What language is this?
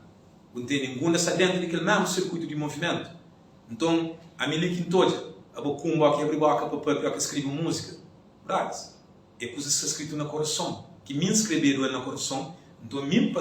Kabuverdianu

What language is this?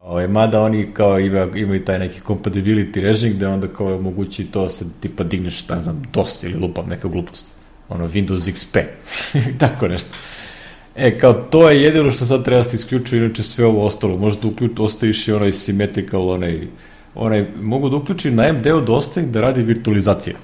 Serbian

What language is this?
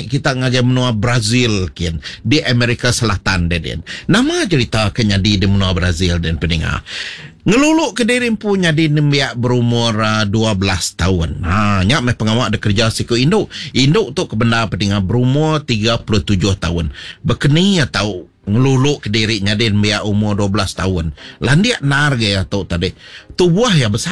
Iban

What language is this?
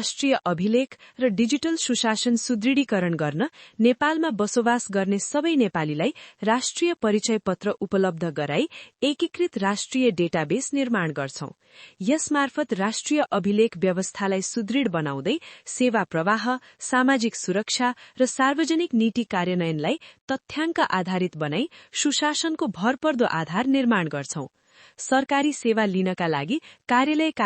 Nepali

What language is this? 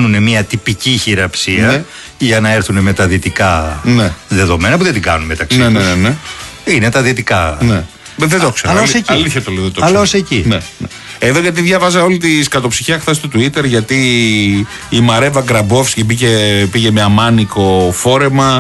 Greek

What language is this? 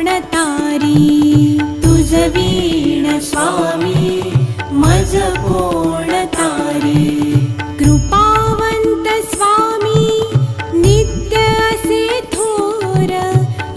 Marathi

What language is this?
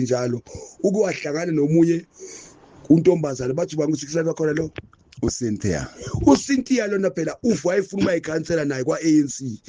Zulu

